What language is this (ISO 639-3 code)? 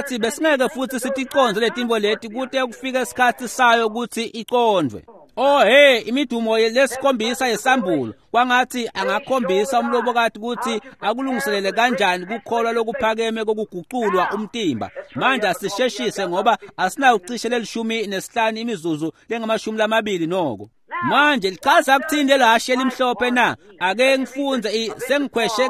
ssw